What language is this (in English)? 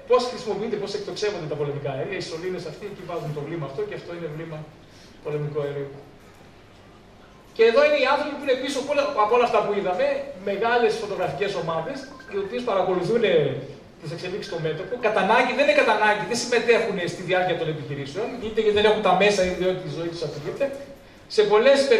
Greek